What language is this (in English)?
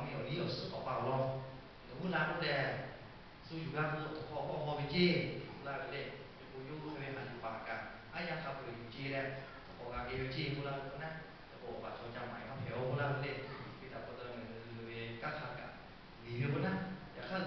Lahu